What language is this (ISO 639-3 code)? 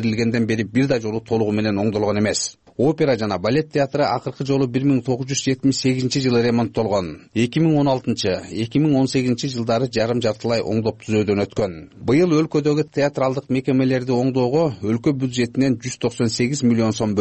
kir